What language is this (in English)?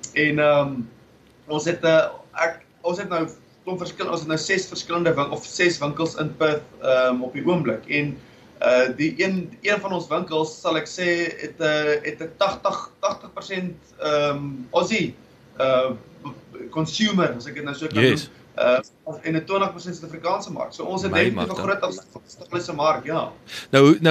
Afrikaans